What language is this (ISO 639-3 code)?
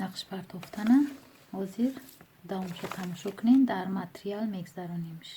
tgk